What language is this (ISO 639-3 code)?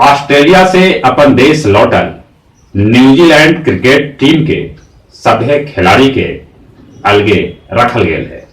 mag